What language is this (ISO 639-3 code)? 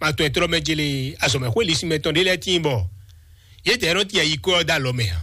fon